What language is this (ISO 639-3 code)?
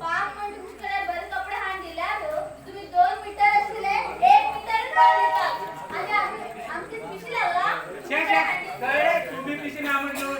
kok